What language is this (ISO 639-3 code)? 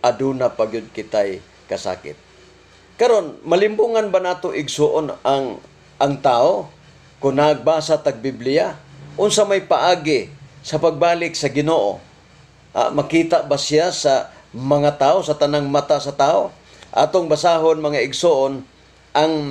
ceb